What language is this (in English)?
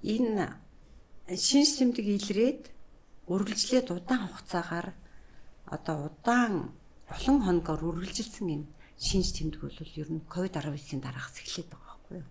Mongolian